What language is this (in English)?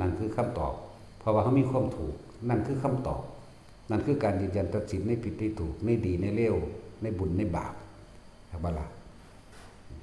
Northeastern Thai